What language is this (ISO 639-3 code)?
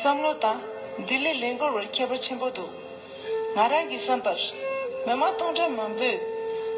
bod